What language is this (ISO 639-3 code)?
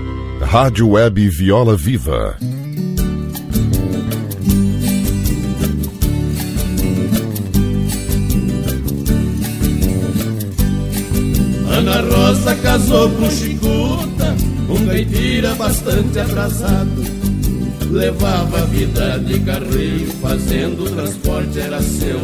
por